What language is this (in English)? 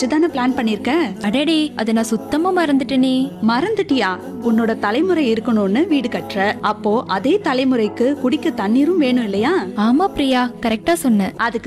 Tamil